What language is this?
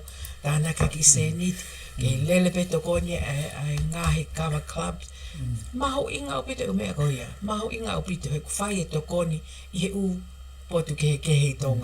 Tongan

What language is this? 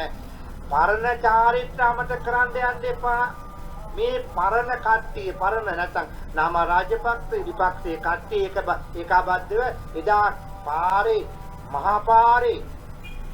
Sinhala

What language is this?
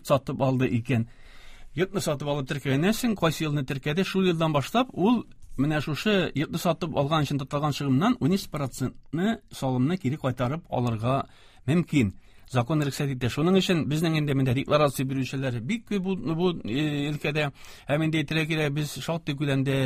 Tatar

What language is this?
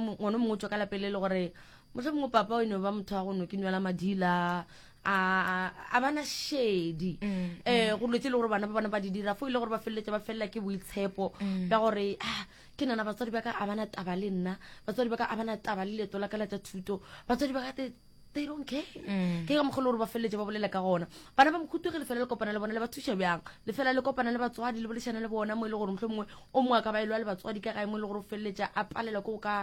Northern Sotho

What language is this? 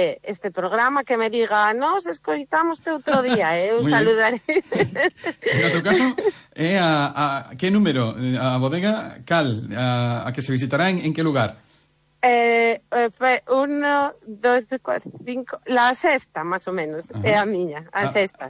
Galician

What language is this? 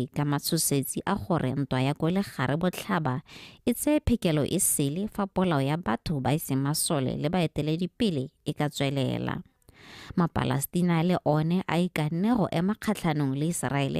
Tswana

